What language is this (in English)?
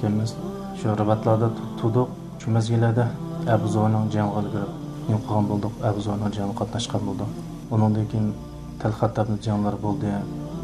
Uyghur